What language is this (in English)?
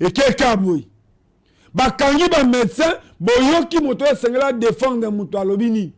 Lingala